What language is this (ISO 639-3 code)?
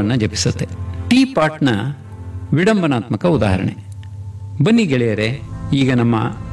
kan